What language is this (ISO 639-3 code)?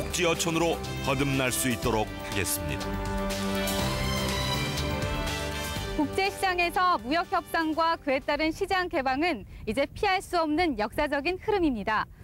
kor